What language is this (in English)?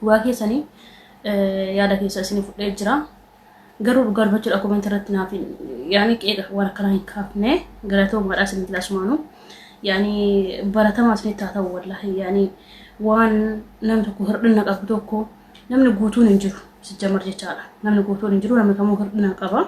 Oromo